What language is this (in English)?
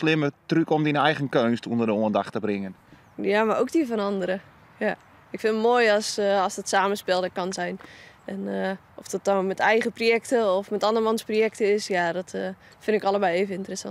Western Frisian